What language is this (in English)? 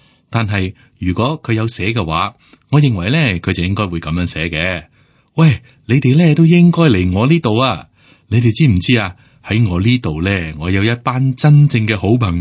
Cantonese